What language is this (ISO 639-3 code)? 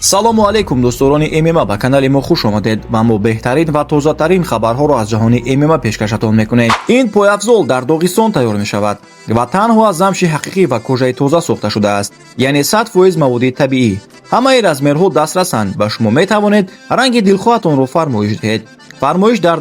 tgk